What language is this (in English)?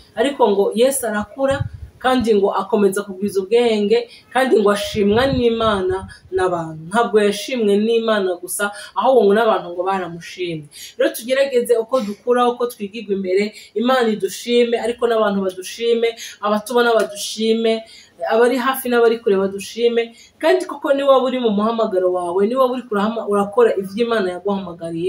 Rundi